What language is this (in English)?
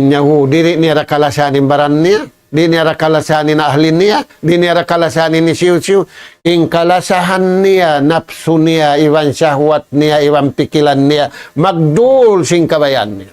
Tausug